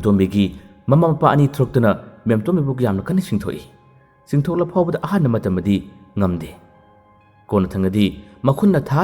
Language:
Manipuri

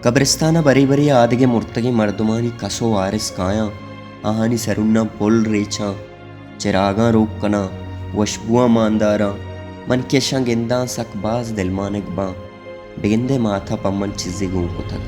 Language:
Baluchi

